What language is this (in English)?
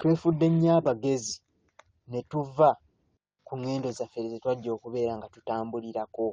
Ganda